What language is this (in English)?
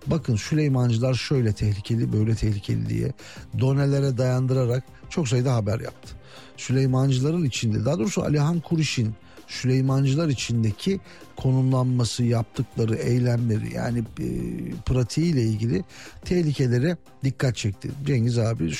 Turkish